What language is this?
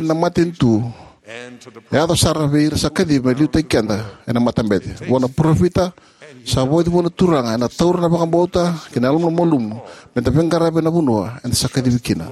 Fijian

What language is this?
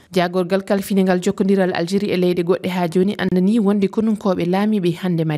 Fula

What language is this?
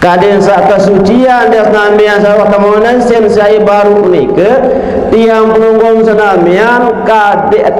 Sasak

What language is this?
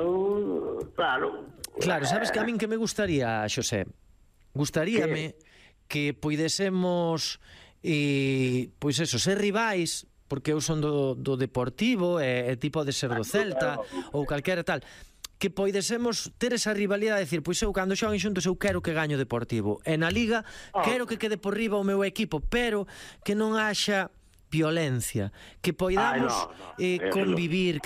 Galician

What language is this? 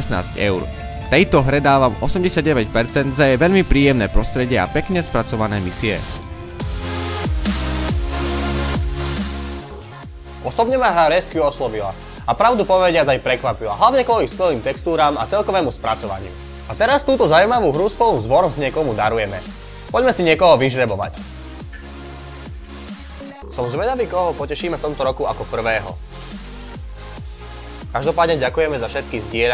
Slovak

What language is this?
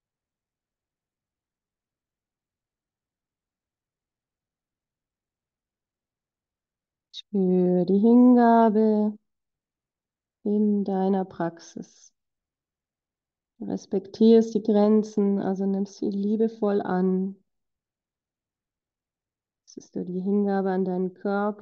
German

